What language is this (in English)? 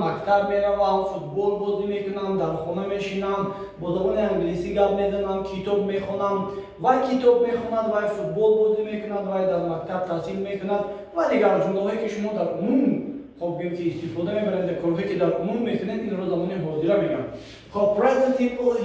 Tajik